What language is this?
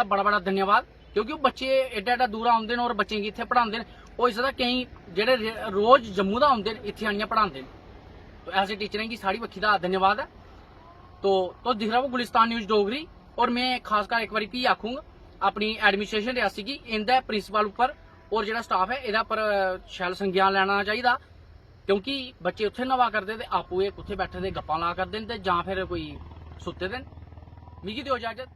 Dogri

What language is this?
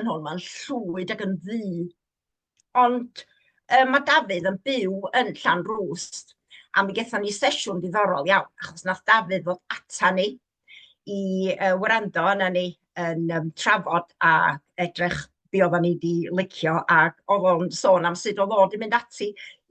Welsh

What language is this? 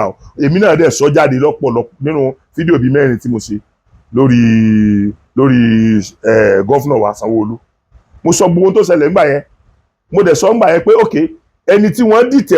Yoruba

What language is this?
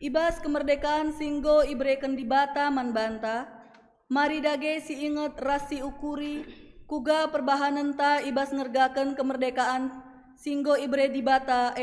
Batak Karo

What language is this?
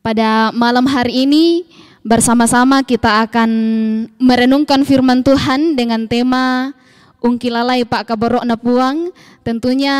Toraja-Sa'dan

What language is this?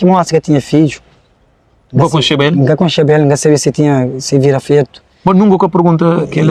Kabuverdianu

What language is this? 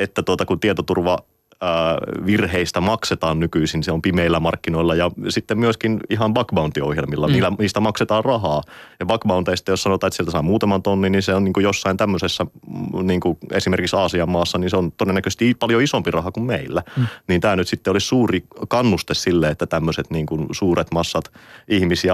Finnish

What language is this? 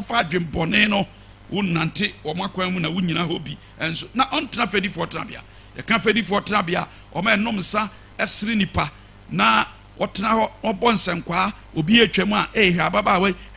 Akan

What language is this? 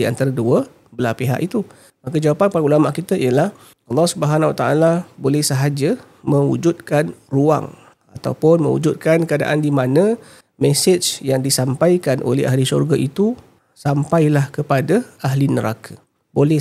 Malay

